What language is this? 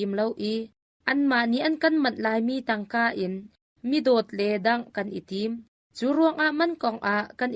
Hakha Chin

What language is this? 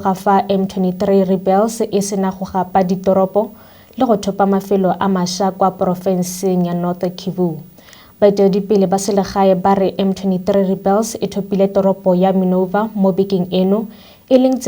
Tswana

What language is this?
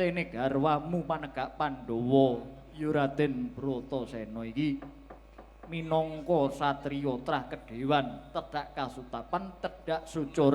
Javanese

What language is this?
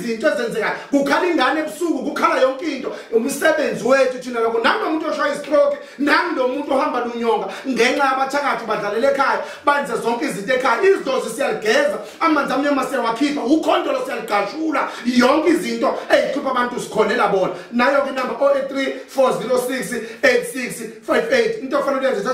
Zulu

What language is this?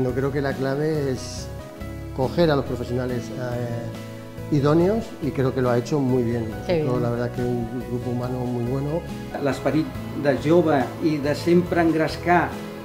Catalan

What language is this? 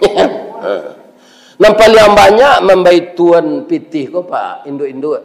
Minangkabau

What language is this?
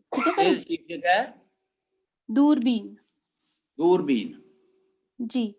Dogri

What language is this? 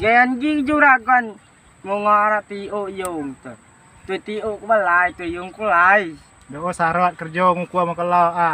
Rejang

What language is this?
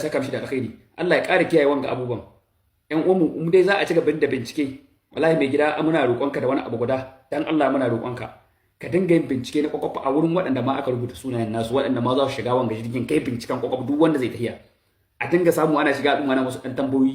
Hausa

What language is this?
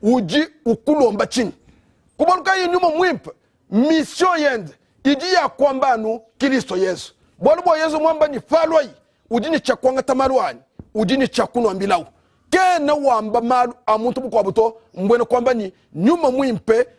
Luba-Lulua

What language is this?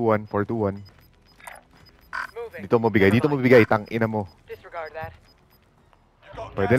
Filipino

